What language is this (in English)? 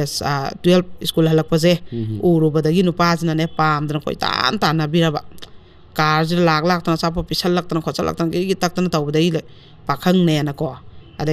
Manipuri